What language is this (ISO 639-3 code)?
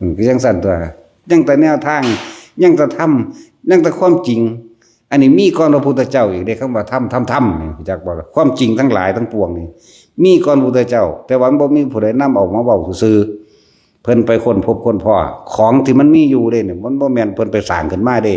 tts